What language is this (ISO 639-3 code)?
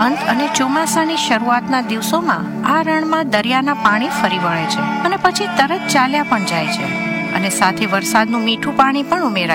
guj